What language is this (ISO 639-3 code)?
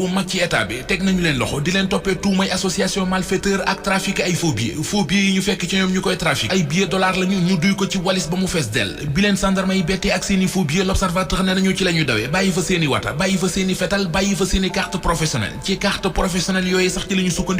wol